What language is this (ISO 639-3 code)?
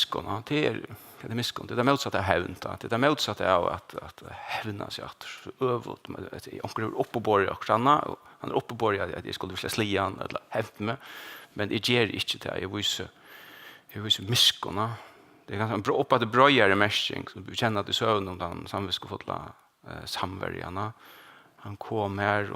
fao